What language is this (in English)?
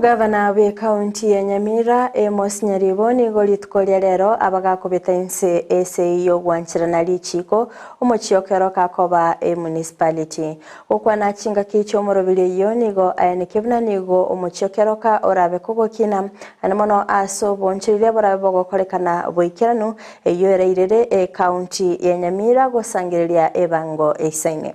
Gusii